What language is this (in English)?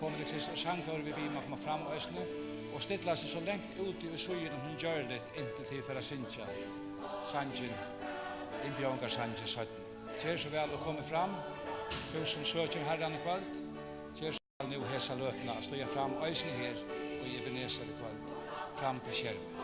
Faroese